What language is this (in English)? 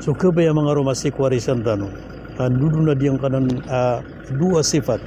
Maranao